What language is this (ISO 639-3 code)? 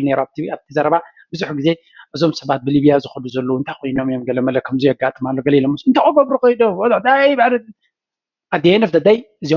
tir